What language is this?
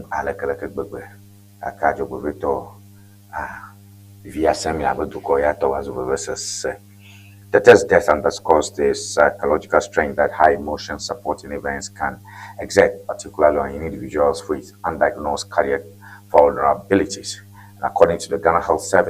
Ewe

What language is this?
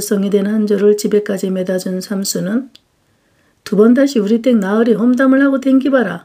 Korean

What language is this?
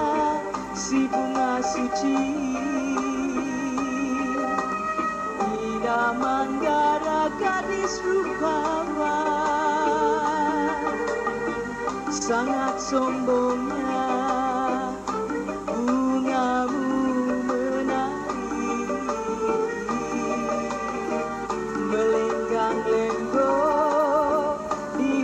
Malay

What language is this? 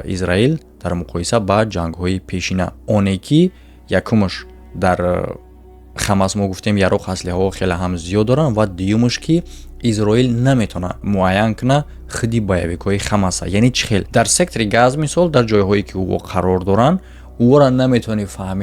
Tajik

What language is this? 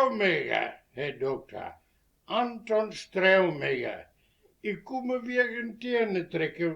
Westphalien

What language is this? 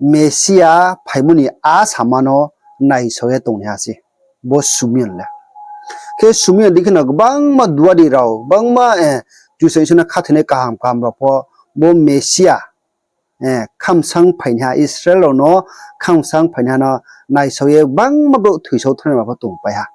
Riang (India)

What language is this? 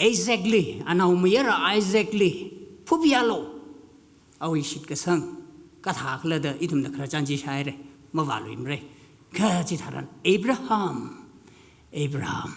Tangkhul Naga (India)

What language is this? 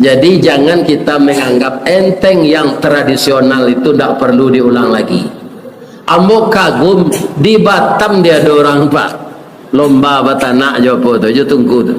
Minangkabau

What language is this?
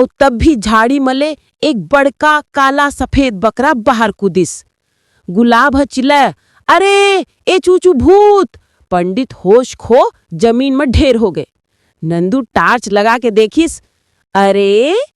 Chhattisgarhi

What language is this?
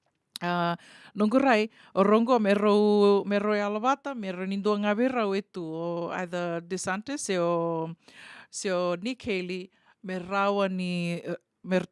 Fijian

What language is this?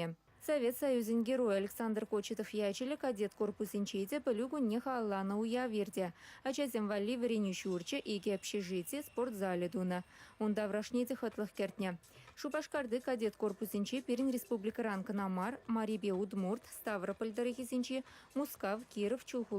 Chuvash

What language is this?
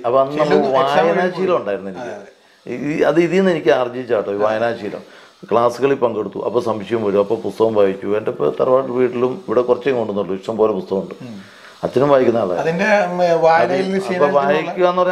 Malayalam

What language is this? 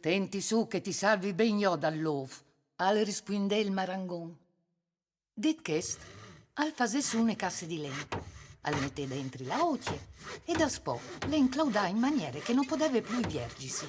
Friulian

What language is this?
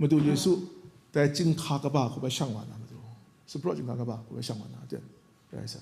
Kachin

